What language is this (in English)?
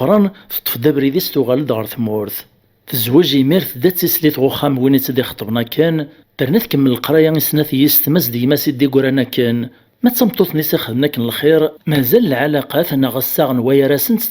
Kabyle